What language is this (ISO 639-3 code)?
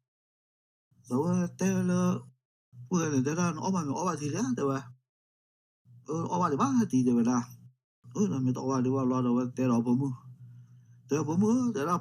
ksw